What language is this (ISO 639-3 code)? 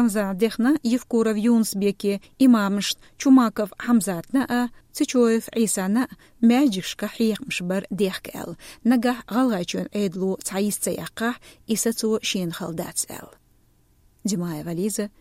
che